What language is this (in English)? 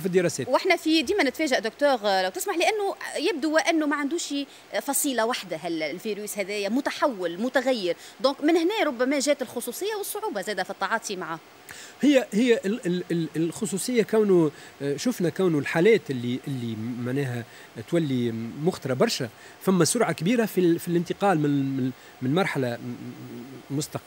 Tunisian Arabic